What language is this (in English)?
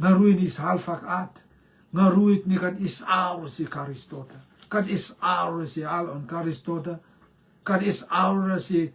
Rotuman